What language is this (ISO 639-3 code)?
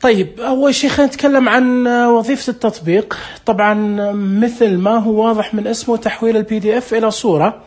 ars